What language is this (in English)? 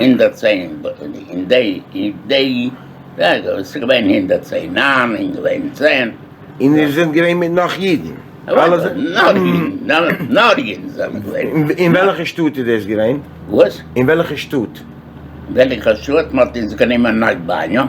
Yiddish